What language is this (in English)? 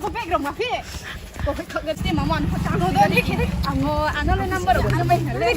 Riang (India)